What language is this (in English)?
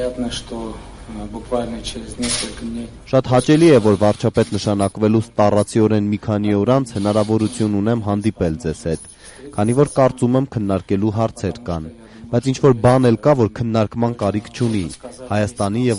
Armenian